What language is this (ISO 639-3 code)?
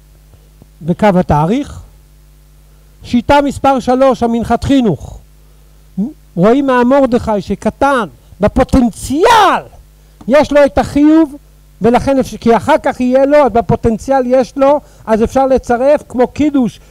heb